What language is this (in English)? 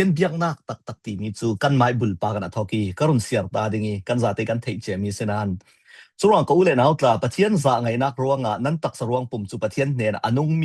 Falam Chin